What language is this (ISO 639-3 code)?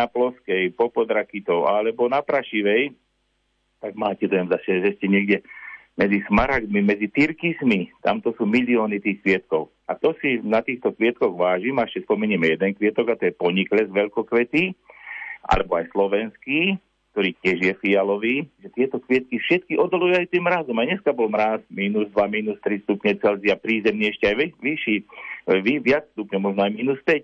slk